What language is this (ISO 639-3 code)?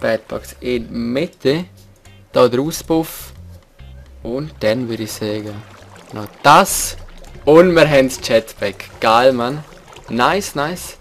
gsw